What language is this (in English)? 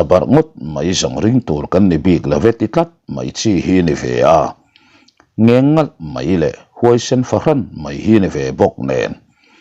Mizo